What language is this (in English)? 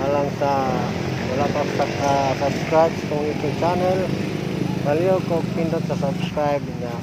Cebuano